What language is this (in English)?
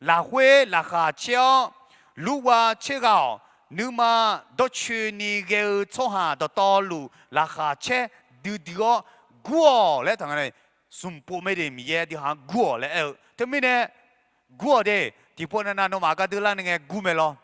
Akha